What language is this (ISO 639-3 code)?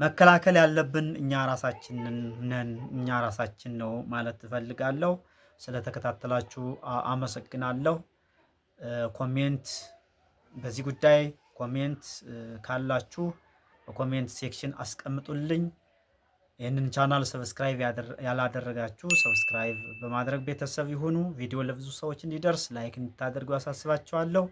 amh